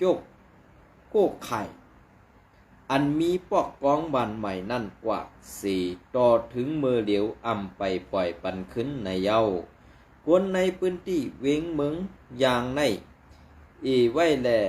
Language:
Shan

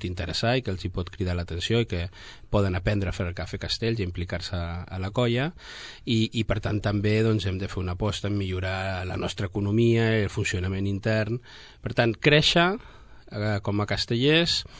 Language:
Catalan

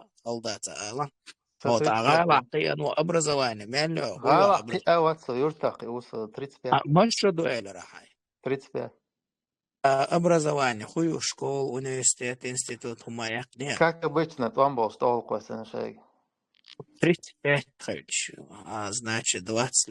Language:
Chechen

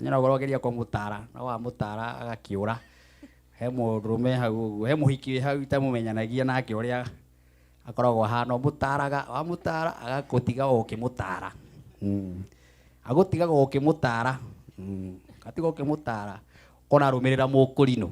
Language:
Kikuyu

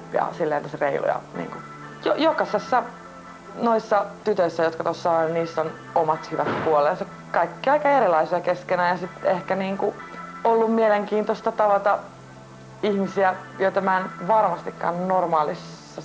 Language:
Finnish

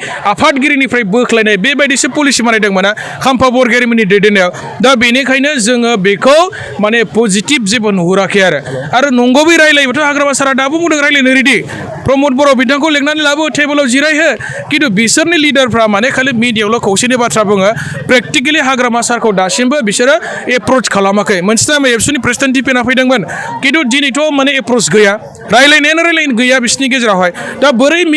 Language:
Bodo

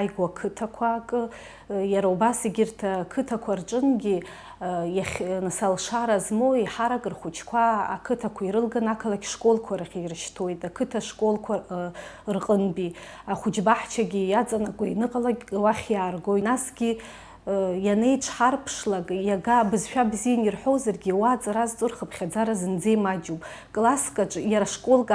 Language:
Abkhazian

